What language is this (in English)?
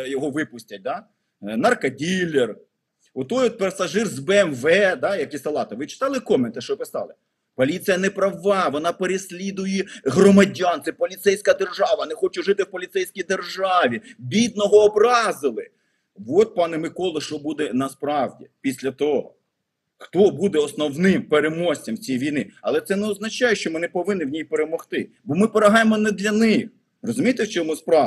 Ukrainian